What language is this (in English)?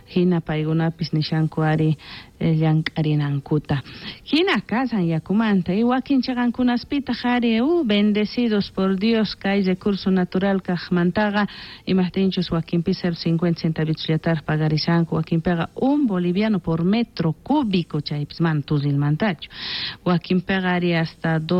South Bolivian Quechua